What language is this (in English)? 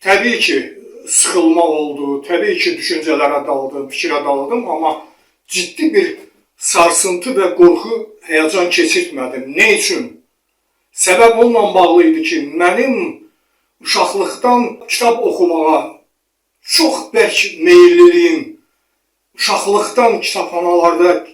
Azerbaijani